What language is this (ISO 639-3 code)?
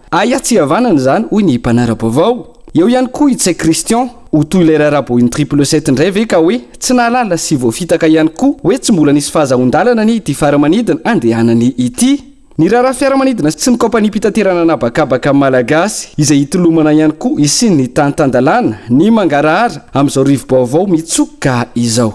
mlg